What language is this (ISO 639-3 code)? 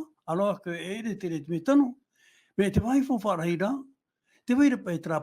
tah